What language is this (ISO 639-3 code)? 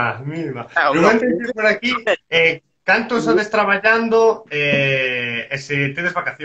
glg